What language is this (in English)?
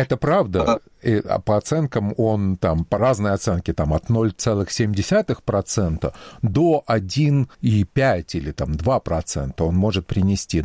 Russian